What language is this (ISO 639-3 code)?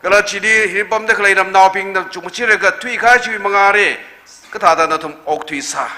nmf